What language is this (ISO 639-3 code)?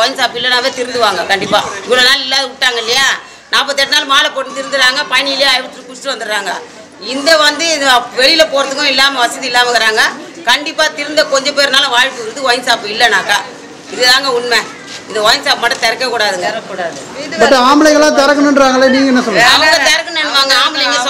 tam